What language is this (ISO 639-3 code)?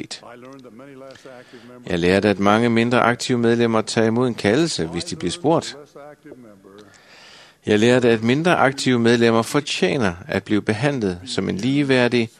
dan